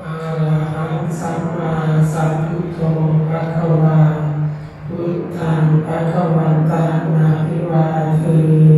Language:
Pali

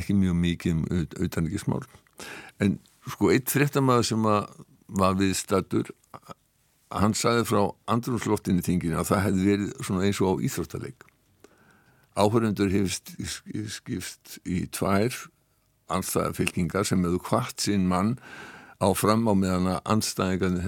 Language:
Icelandic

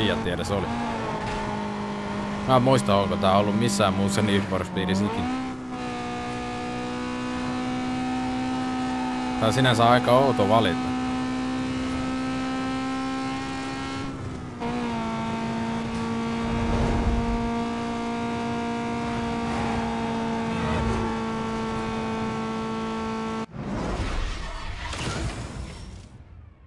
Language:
Finnish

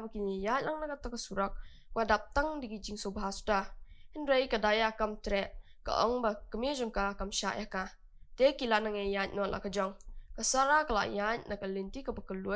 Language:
Khasi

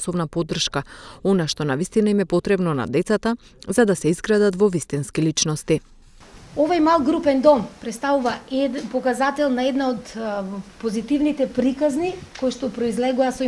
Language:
Macedonian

